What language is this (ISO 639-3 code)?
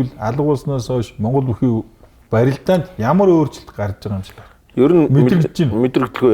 mon